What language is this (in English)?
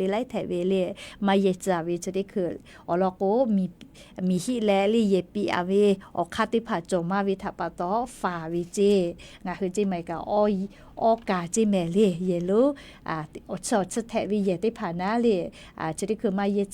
Lahu